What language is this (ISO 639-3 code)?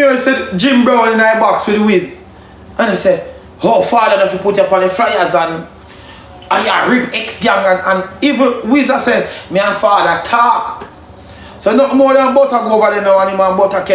jam